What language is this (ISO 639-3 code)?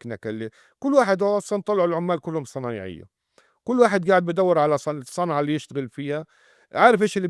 apc